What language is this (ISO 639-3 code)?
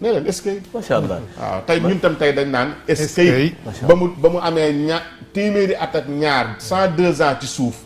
wol